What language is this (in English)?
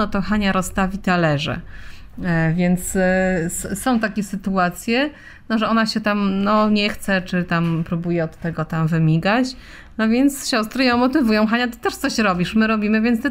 Polish